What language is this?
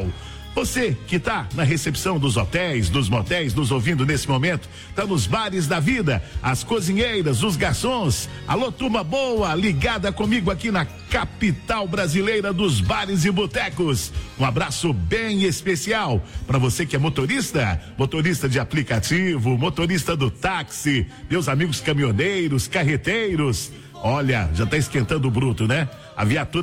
Portuguese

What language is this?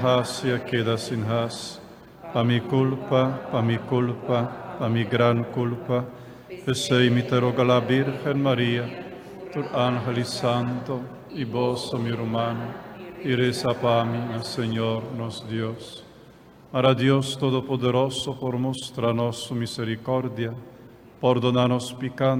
Papiamento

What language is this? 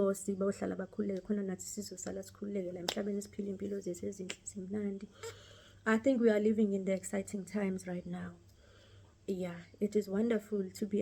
Zulu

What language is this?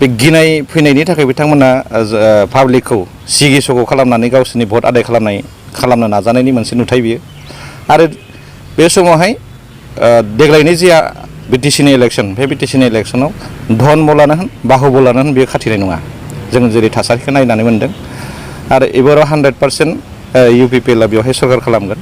Bodo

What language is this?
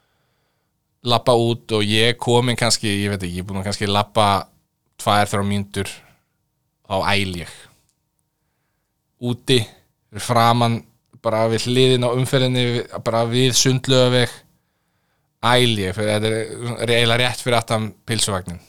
Icelandic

